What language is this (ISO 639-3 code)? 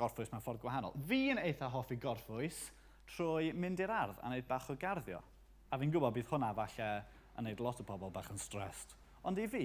cym